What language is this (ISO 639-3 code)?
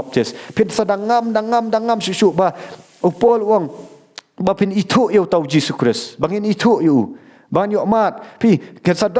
kha